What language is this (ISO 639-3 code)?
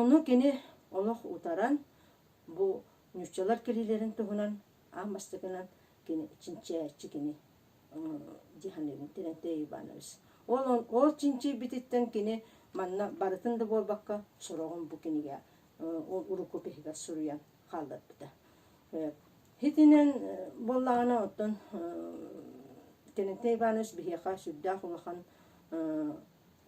sah